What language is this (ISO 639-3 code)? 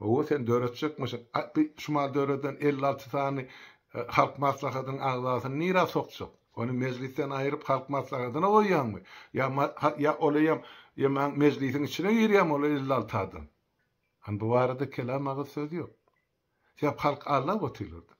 tuk